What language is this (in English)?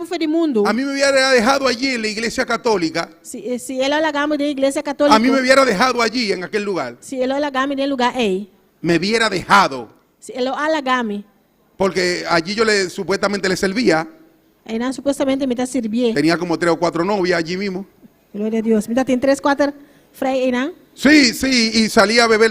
Papiamento